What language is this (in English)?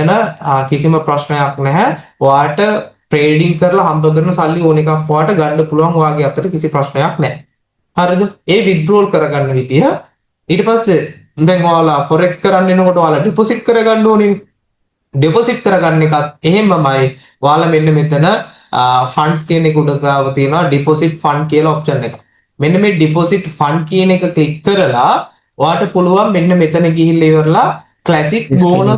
Sinhala